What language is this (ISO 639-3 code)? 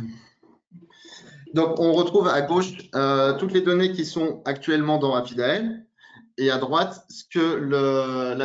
fra